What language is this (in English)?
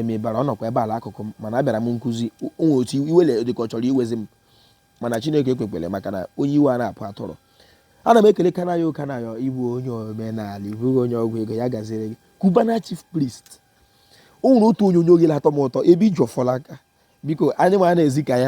Igbo